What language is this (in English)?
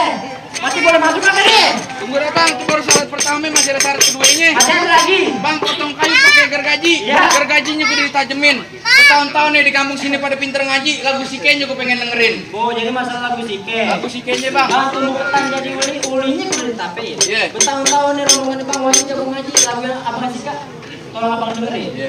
Betawi